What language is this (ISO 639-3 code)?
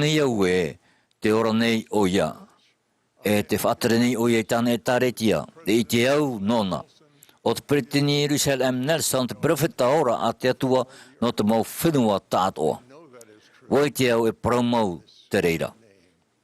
tah